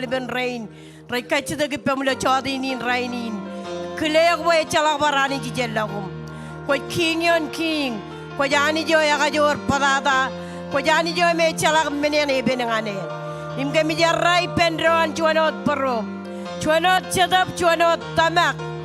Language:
Marshallese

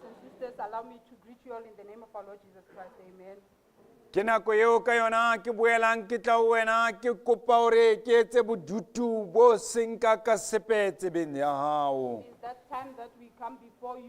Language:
Southern Sotho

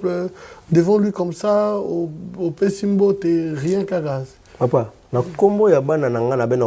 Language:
Lingala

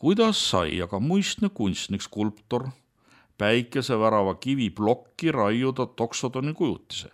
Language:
Estonian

